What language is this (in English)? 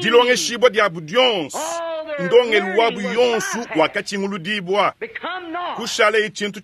Luba-Lulua